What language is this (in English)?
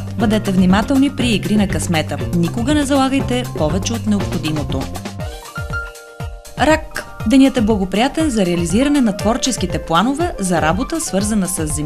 Bulgarian